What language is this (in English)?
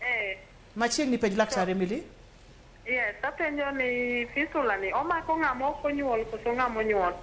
Luo (Kenya and Tanzania)